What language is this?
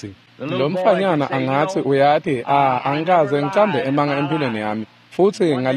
Swati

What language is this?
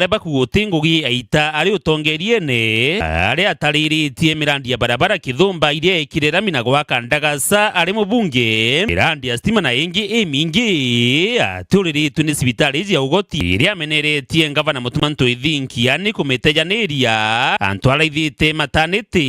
Meru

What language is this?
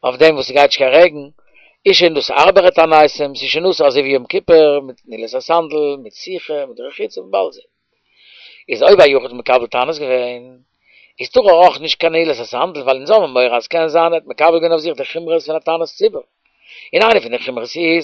Yiddish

